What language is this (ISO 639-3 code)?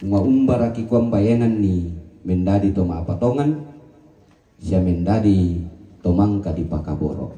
sda